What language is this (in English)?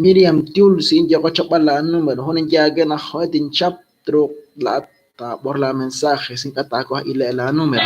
Kekchí